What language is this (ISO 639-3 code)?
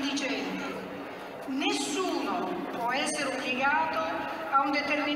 ita